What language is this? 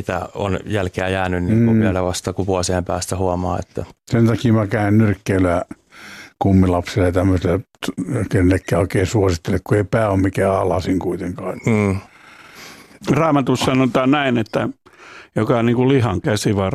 Finnish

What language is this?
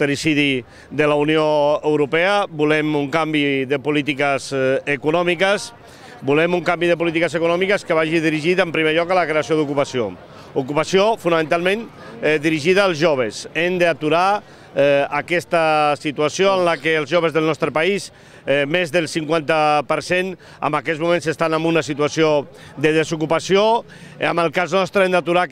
Catalan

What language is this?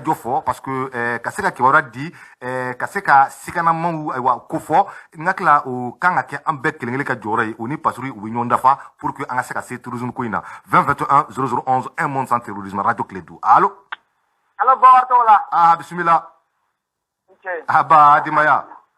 Bambara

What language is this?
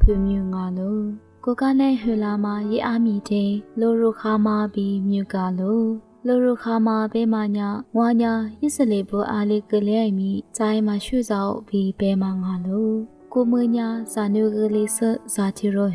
Lisu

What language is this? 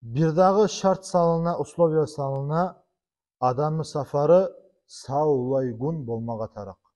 Kumyk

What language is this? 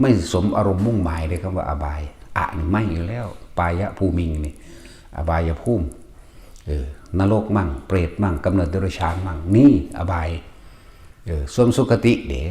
Northeastern Thai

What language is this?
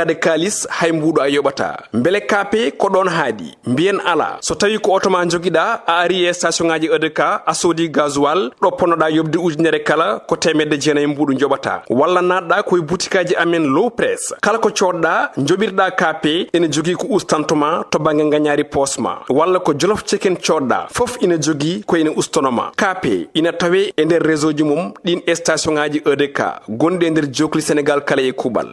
Fula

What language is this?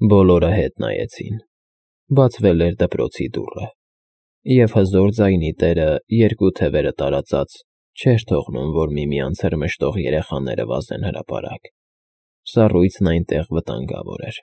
Armenian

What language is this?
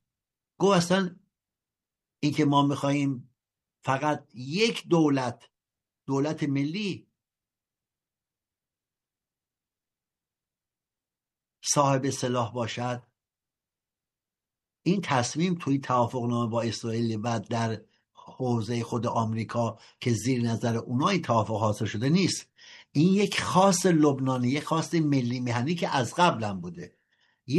Persian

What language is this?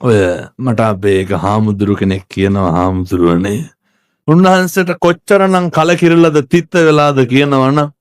Sinhala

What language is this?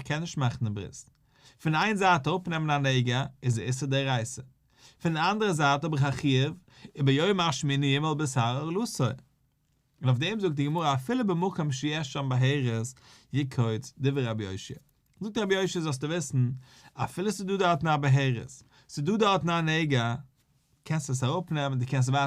Yiddish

